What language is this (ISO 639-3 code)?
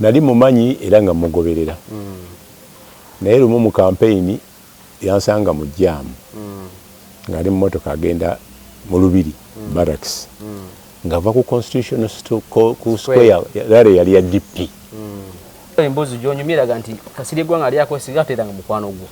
lug